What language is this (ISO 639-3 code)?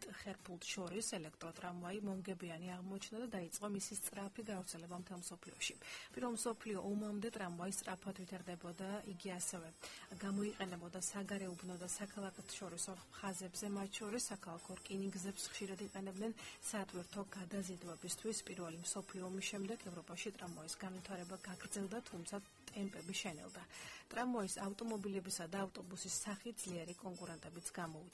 kat